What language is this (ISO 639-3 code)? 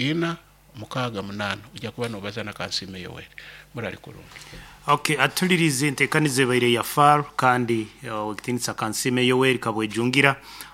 nyn